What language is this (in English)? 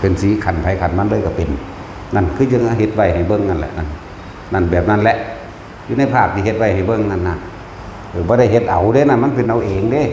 Northeastern Thai